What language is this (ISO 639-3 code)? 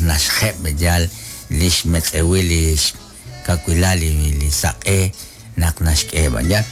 kek